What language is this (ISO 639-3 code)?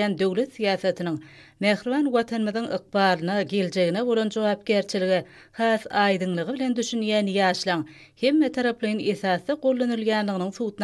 tuk